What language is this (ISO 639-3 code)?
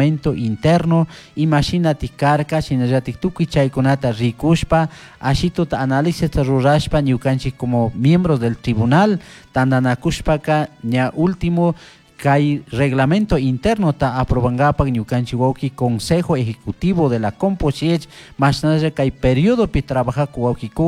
qug